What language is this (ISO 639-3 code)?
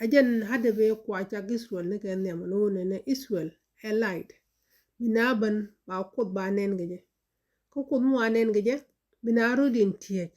nus